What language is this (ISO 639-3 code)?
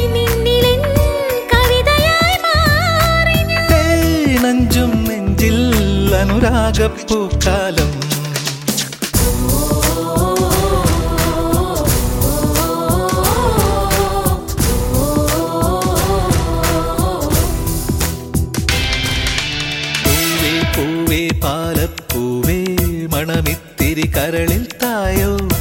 mal